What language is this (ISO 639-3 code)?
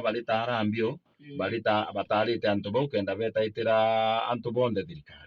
mer